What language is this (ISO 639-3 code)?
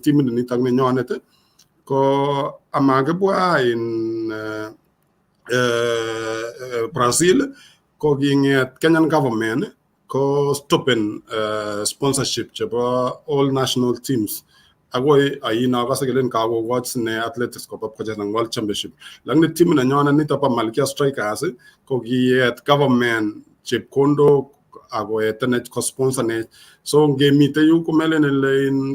kln